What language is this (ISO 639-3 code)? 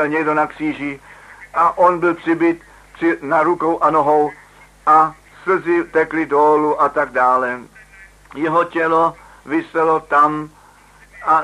ces